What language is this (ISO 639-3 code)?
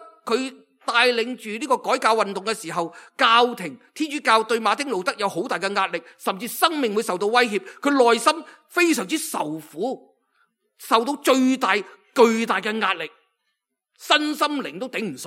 yue